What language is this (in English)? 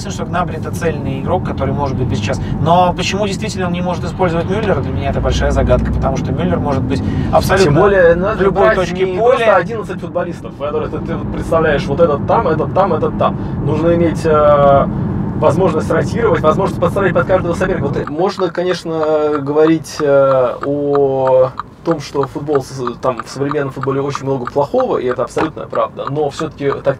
Russian